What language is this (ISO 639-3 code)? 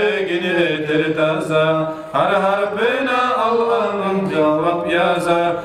kum